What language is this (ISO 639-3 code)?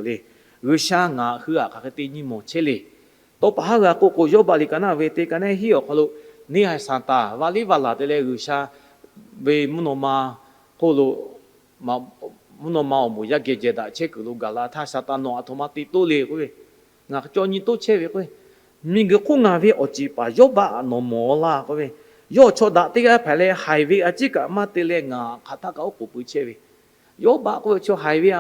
lhu